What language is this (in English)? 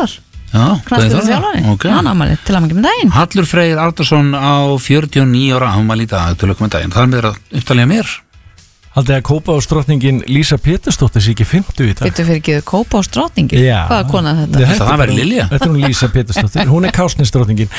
Icelandic